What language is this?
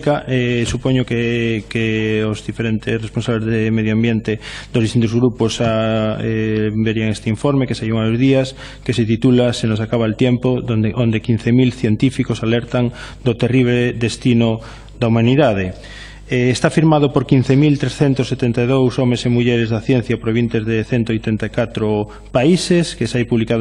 Galician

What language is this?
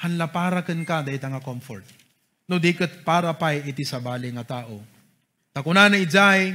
Iloko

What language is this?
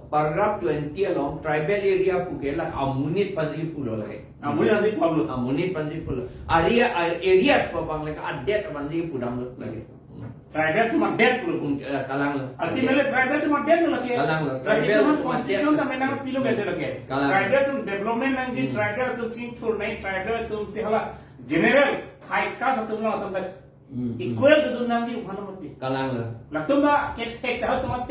Karbi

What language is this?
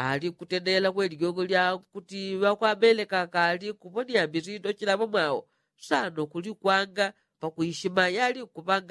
Yao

